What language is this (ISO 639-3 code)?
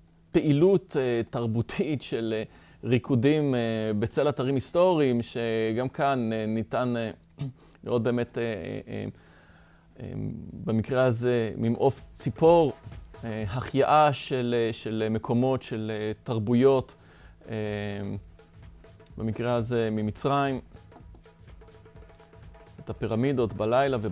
heb